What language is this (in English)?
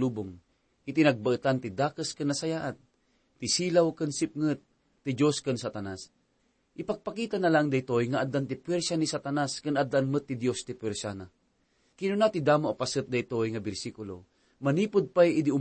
Iloko